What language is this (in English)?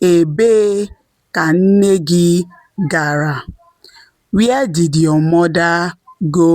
Igbo